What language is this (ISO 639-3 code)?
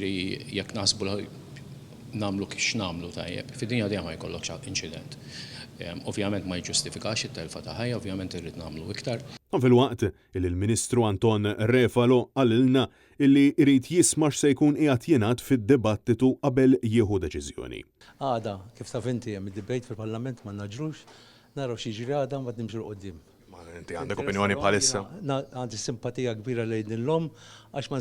mlt